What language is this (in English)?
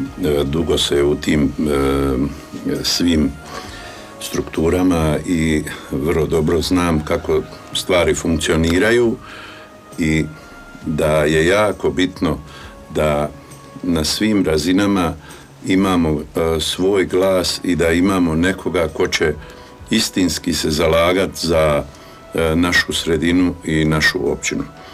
Croatian